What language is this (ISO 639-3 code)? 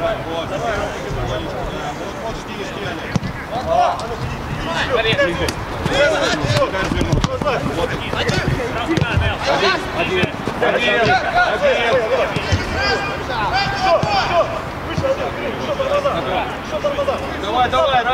rus